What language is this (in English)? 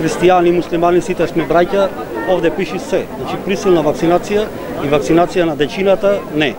Macedonian